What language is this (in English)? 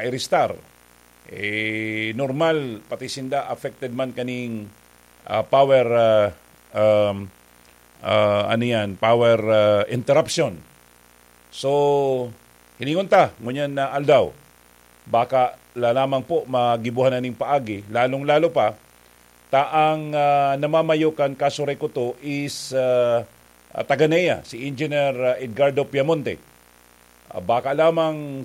Bikol